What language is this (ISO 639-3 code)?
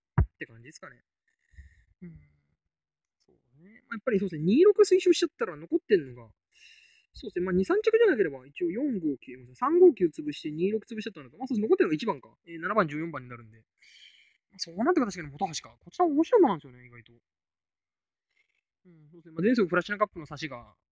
jpn